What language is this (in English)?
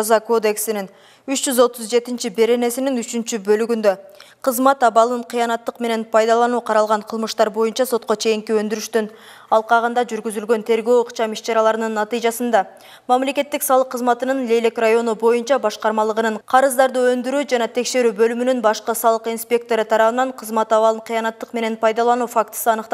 Kyrgyz